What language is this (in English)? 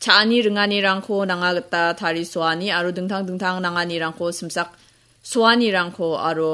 Garo